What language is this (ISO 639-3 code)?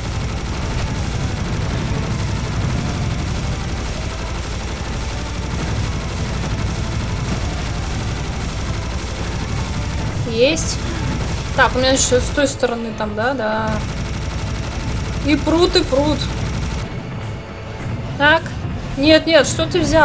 rus